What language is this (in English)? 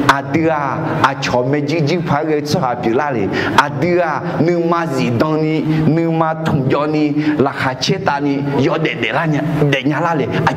Akha